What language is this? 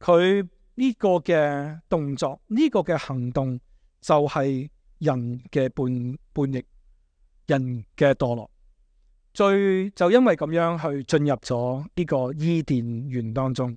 Cantonese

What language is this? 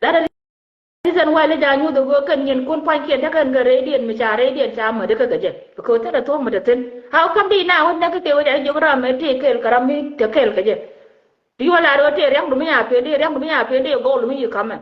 Nuer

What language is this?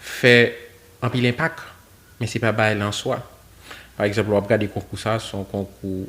Haitian Creole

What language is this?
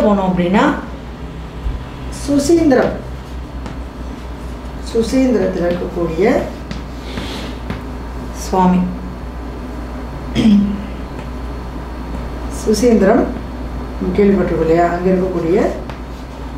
Tamil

